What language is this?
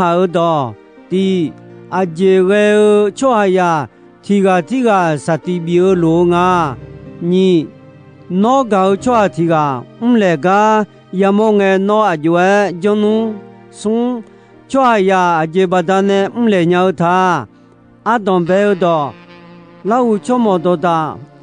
Akha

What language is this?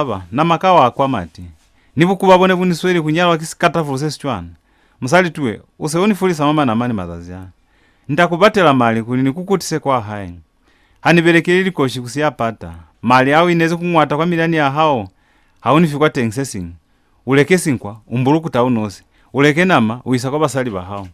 Lozi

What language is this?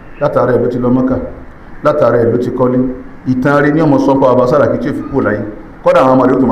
Yoruba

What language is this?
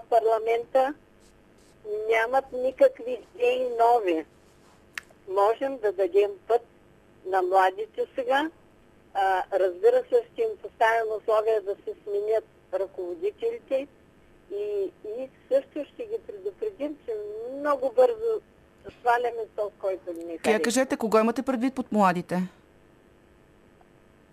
Bulgarian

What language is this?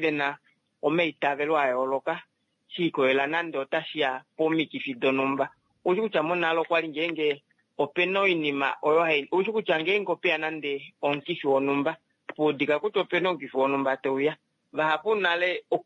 Kuanyama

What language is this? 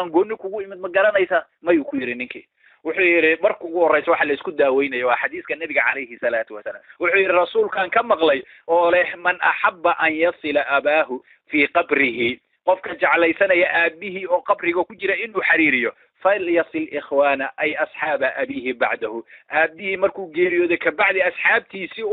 Somali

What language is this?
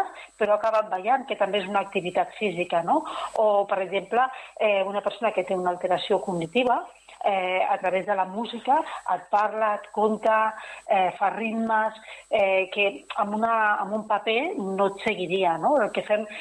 Catalan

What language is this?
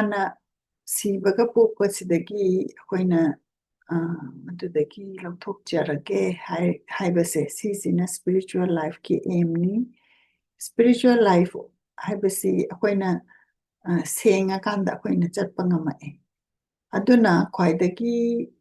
Manipuri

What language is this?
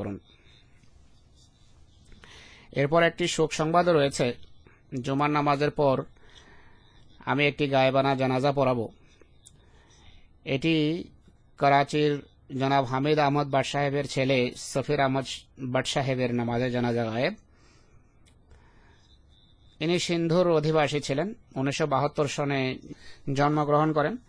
Bangla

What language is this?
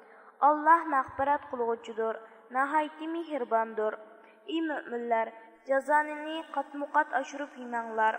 Uyghur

